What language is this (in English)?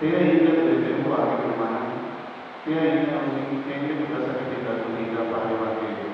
Papiamento